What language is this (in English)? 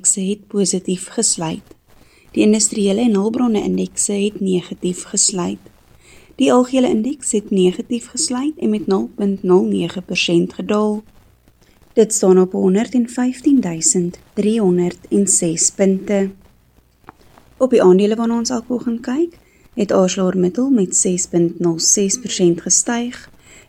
Afrikaans